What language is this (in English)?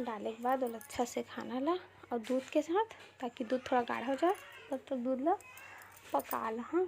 Chhattisgarhi